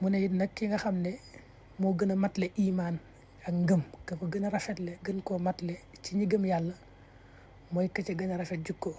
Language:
Wolof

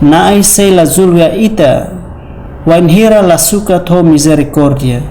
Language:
Tetum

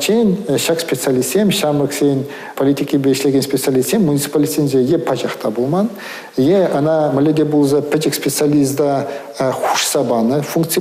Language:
Chuvash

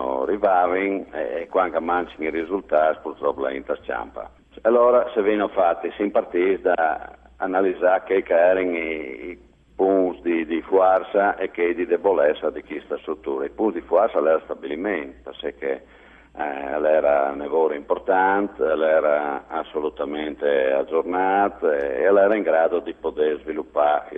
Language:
Friulian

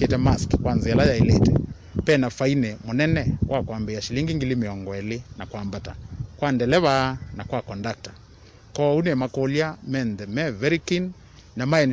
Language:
Kamba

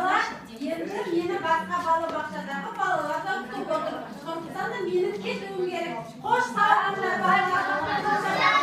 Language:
Kazakh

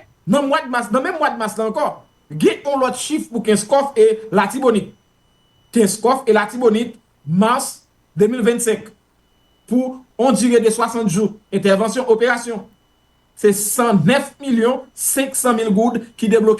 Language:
Haitian Creole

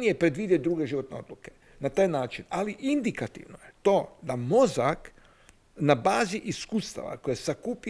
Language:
Croatian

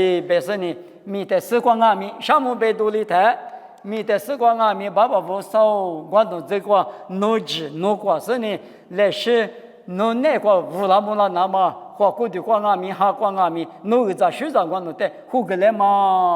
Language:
Lisu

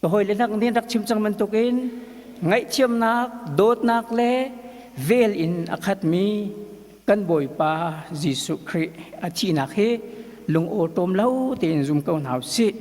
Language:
Hakha Chin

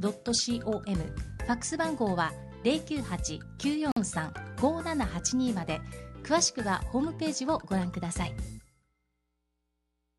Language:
Japanese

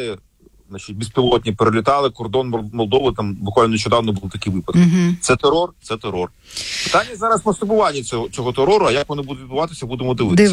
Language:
Ukrainian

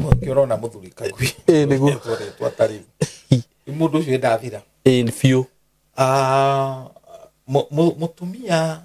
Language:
Kikuyu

